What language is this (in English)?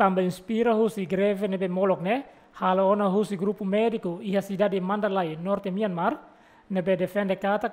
Tetum